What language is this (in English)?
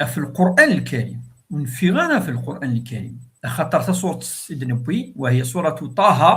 Kabyle